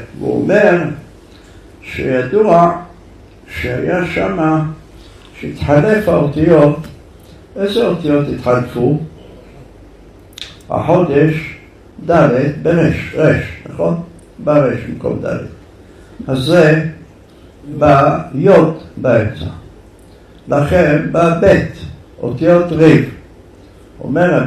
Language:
Hebrew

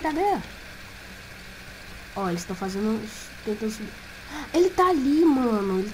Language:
Portuguese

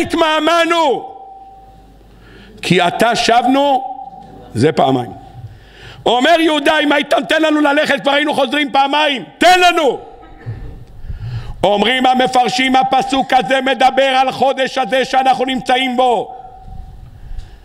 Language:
Hebrew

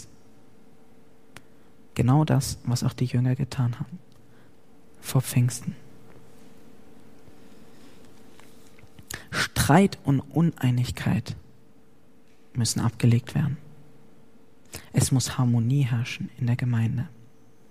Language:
German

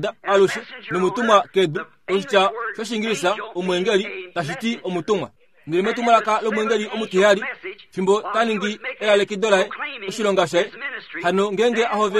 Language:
Kuanyama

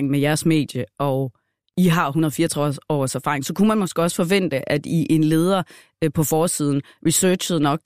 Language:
Danish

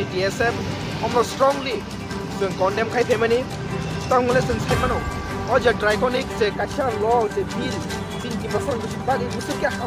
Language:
Kok Borok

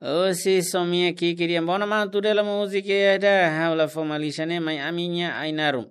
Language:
Tetum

